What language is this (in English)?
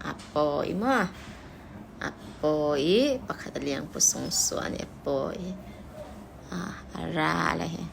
Falam Chin